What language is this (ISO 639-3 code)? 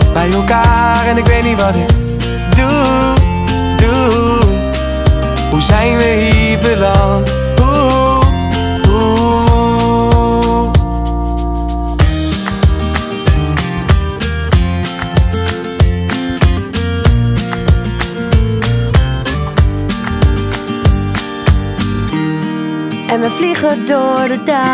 nld